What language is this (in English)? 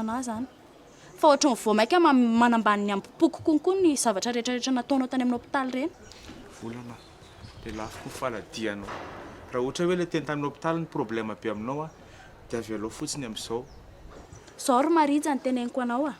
Malagasy